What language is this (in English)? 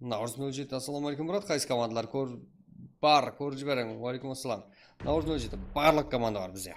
Kara-Kalpak